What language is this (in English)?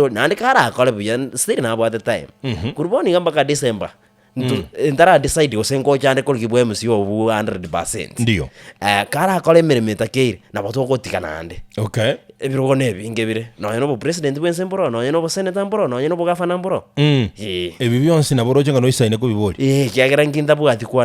Gusii